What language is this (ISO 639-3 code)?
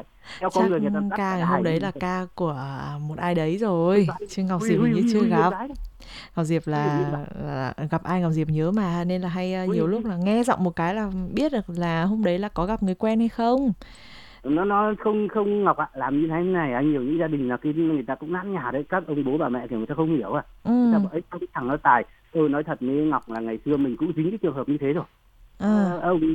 vie